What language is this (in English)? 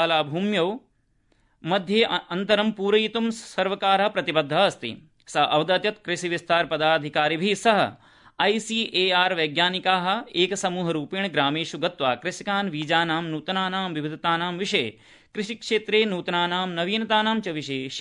Sanskrit